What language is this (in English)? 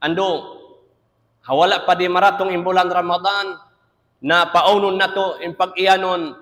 Tausug